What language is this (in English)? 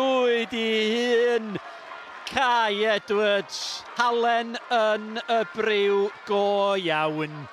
Welsh